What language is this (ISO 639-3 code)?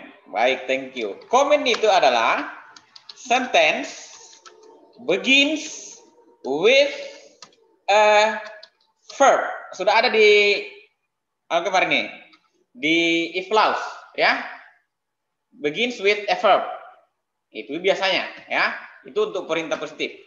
ind